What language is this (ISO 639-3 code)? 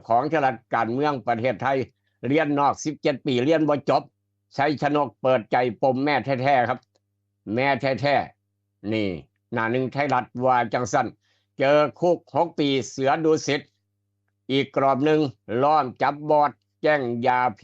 tts